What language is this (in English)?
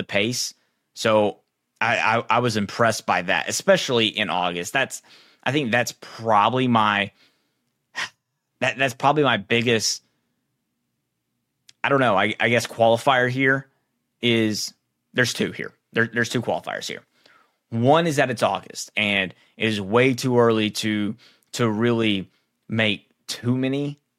English